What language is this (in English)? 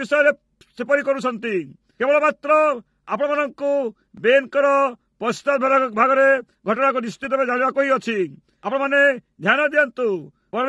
Odia